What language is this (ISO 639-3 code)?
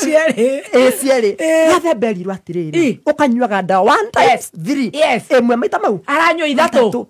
kik